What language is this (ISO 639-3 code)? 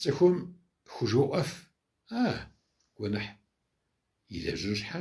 kbd